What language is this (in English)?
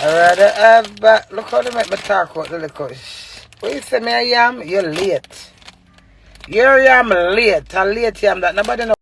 Jamaican Creole English